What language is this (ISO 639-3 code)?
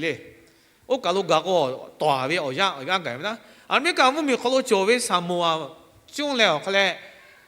lhu